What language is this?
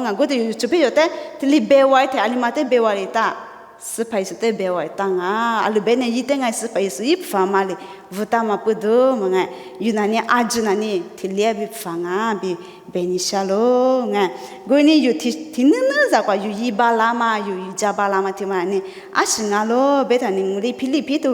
Lisu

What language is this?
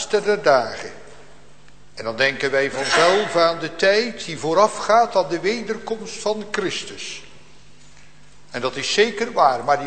Dutch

